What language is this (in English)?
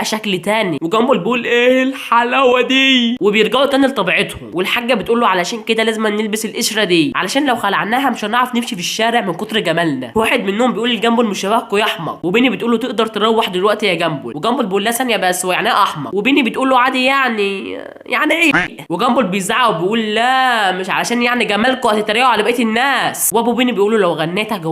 Egyptian Arabic